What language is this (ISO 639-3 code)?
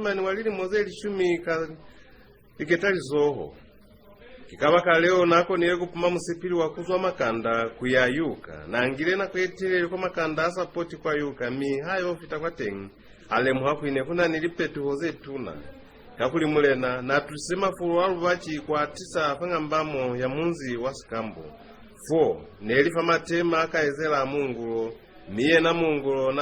loz